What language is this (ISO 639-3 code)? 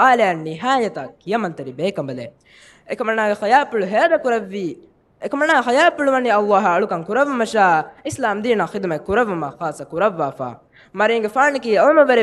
div